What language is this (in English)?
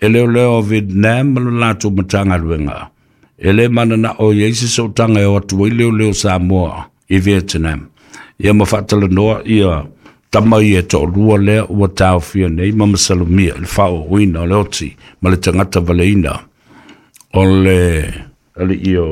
Samoan